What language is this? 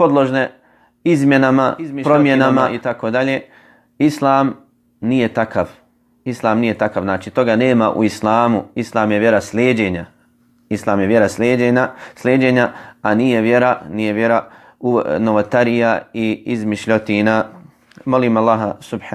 Bosnian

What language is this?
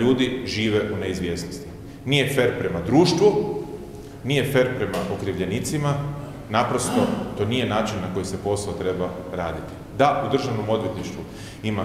Croatian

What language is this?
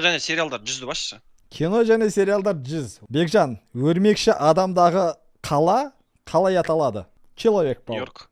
Kazakh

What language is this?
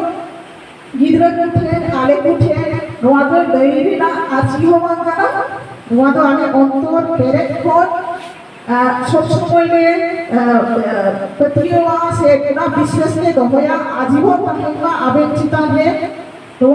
Santali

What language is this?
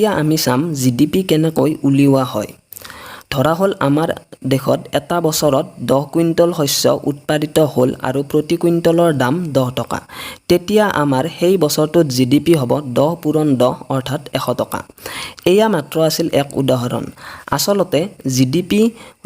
Assamese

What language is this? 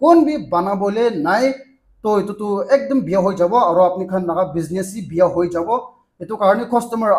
Naga Pidgin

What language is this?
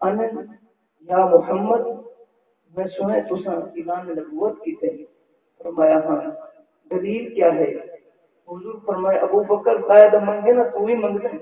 Saraiki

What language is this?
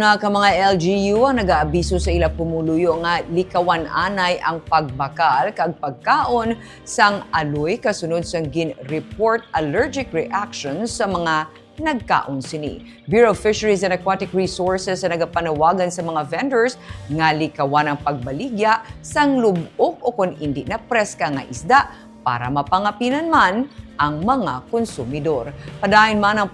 Hiligaynon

